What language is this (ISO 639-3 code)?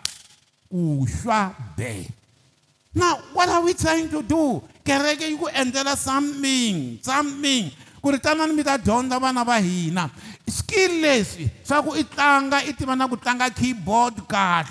tso